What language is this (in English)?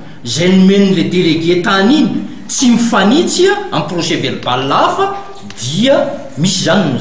Malagasy